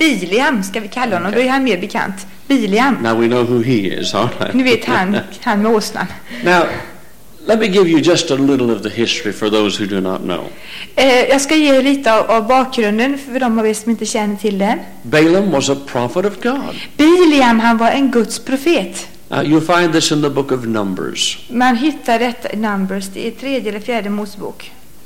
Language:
Swedish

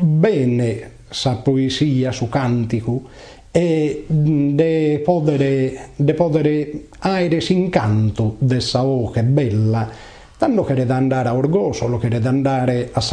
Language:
Sardinian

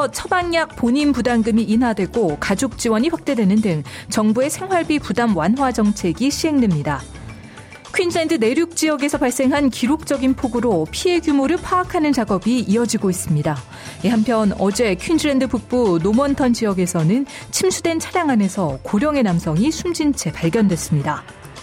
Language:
Korean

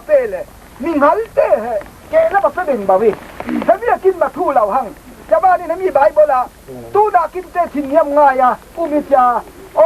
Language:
Falam Chin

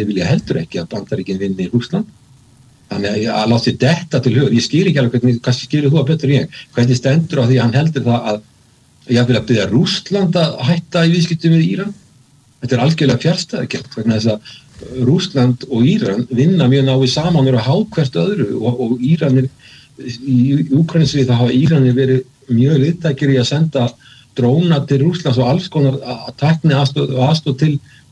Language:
Icelandic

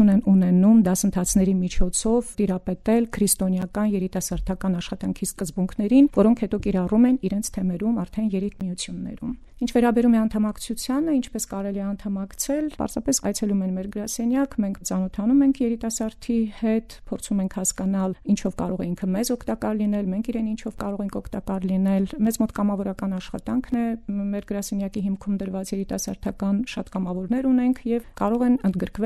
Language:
Armenian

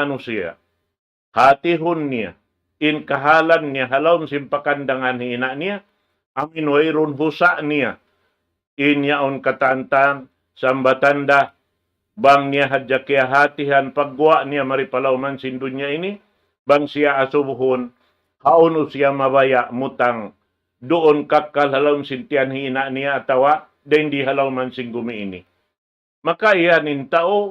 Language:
Tausug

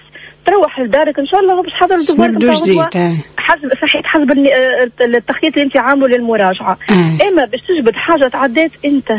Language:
Tunisian Arabic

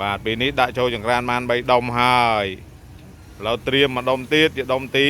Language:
Khmer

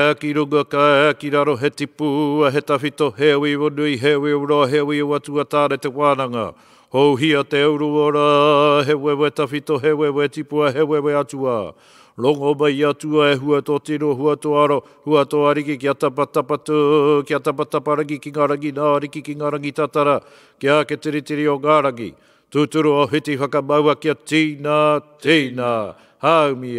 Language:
Māori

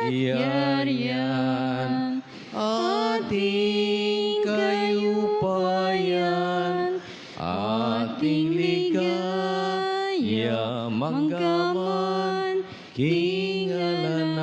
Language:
Pampanga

